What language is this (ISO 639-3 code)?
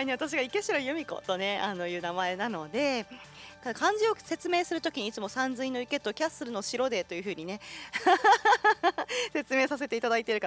jpn